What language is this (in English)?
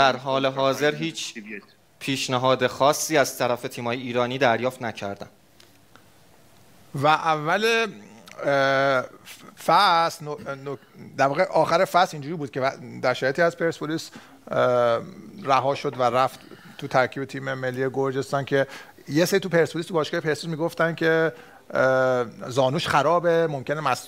Persian